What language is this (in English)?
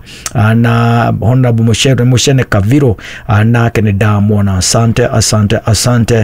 Kikuyu